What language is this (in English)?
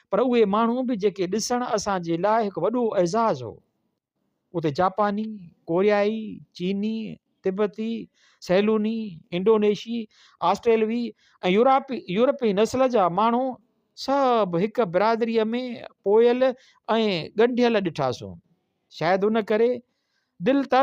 Sindhi